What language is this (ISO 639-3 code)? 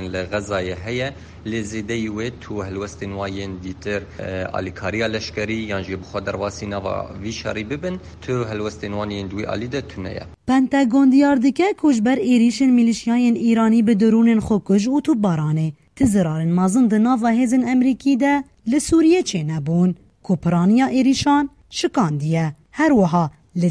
kur